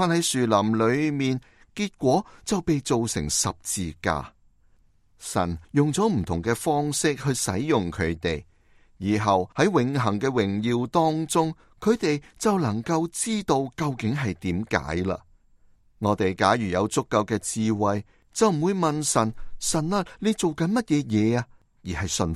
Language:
Cantonese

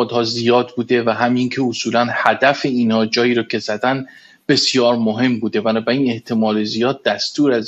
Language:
Persian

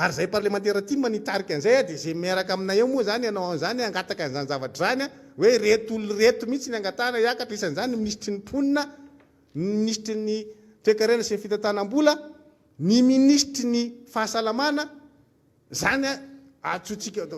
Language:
Malagasy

